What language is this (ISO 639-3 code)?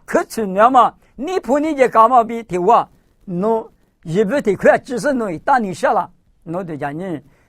lis